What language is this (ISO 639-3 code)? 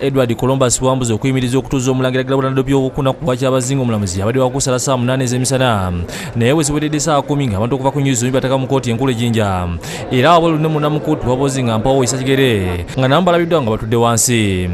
lug